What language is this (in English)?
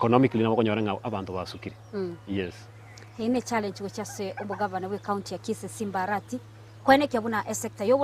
Gusii